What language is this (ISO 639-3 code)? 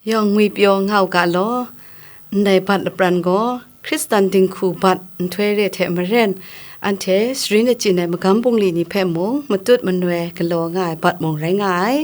kac